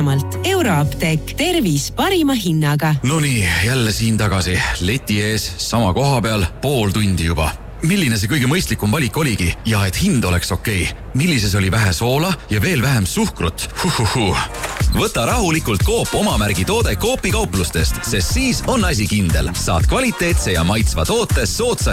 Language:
Estonian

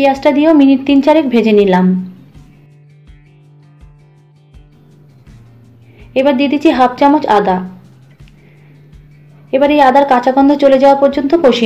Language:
Bangla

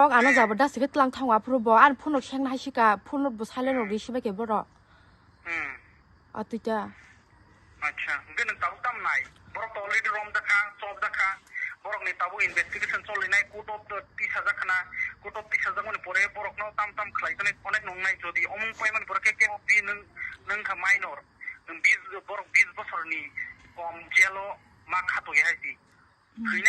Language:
Kok Borok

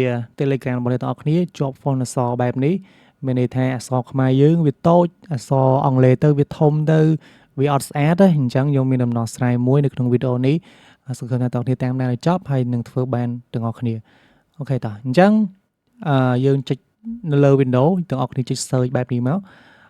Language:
Khmer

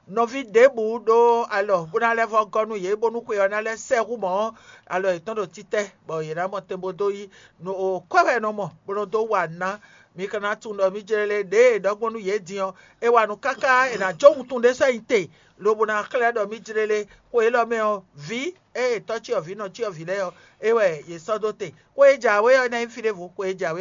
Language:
Fon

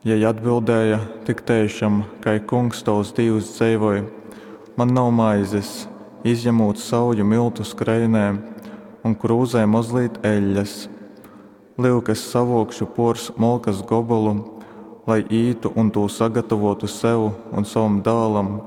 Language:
Latgalian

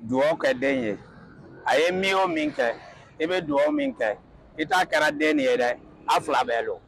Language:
Bambara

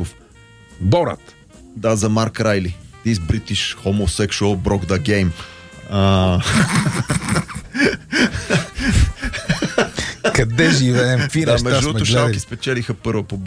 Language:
Bulgarian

